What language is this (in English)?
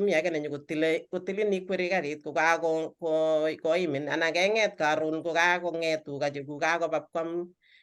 Kalenjin